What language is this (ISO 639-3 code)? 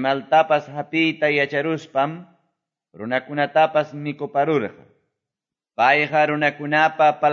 que